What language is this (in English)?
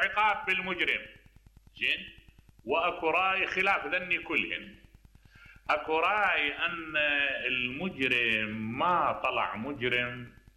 Mesopotamian Arabic